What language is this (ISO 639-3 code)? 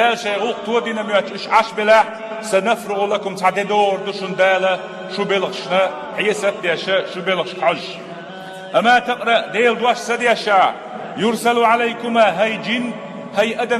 che